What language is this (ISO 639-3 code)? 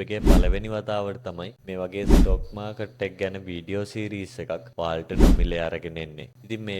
sin